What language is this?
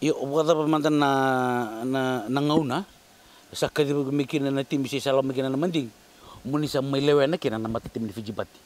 Fijian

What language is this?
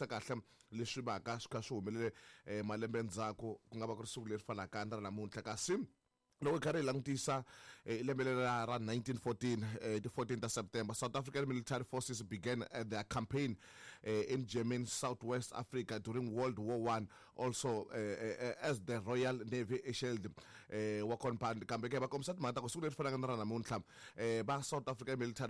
Tsonga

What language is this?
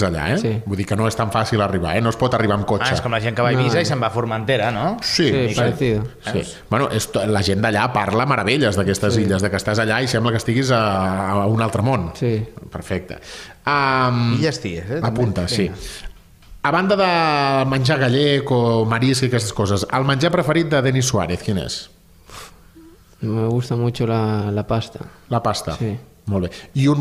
Catalan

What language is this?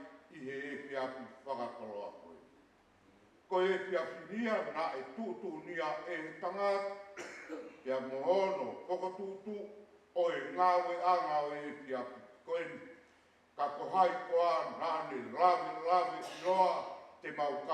Tongan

